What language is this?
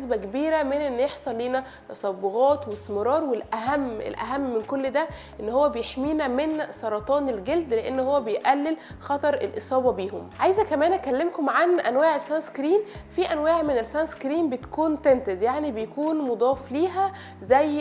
Egyptian Arabic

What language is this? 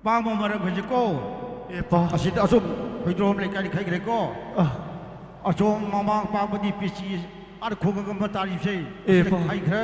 Manipuri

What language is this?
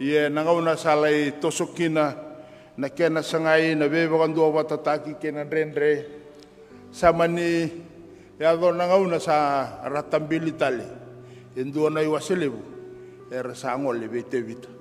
Fijian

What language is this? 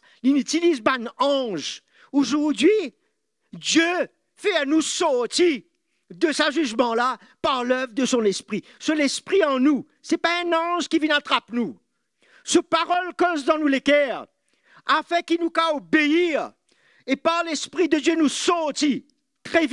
Morisyen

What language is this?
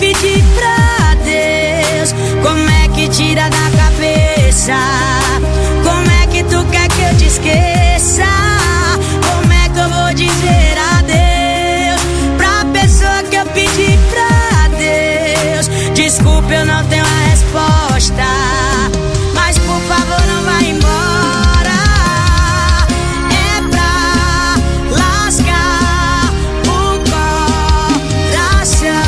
Portuguese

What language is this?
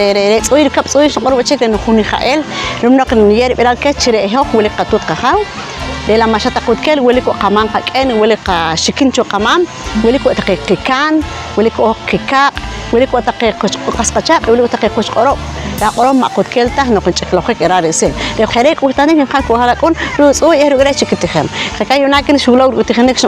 Poqomchi'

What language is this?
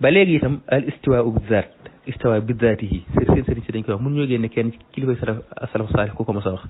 Wolof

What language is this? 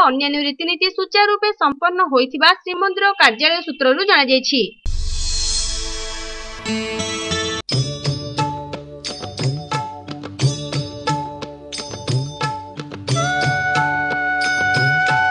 Odia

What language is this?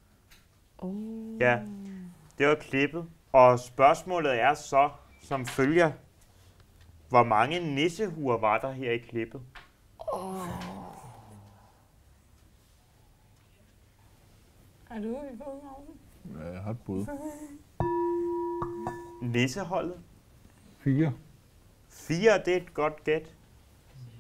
Danish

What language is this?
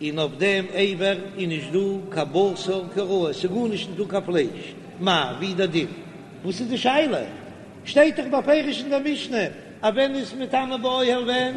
Yiddish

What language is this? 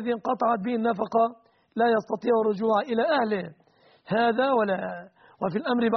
Arabic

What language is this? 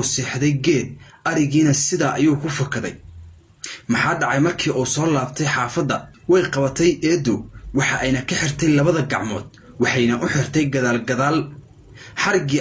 Somali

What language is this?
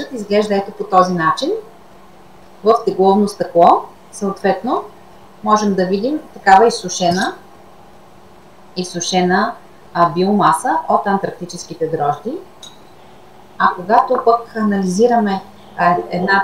Bulgarian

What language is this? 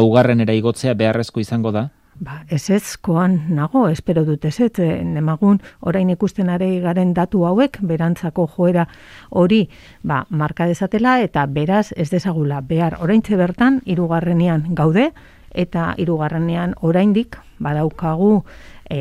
Basque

